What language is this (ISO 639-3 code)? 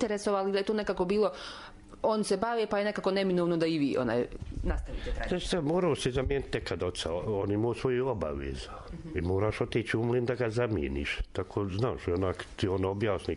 srp